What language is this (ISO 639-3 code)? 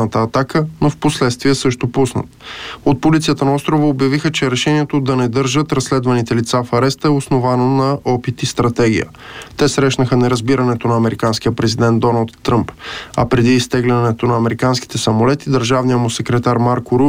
bul